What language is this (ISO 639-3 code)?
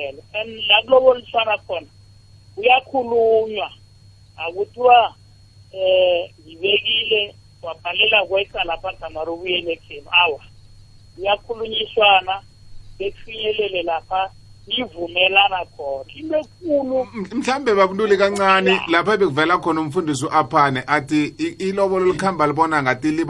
nbl